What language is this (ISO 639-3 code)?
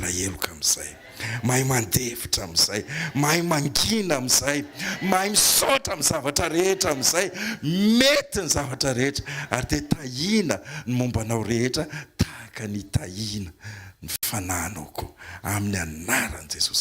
mlg